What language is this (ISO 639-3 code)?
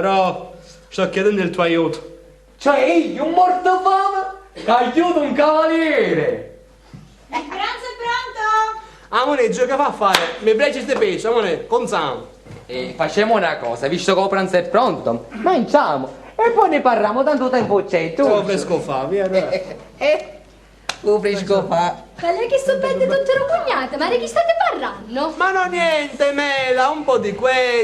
scn